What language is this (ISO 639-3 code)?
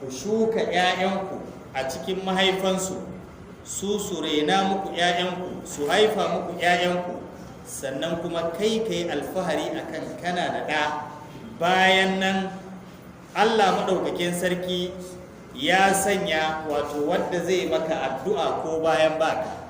hau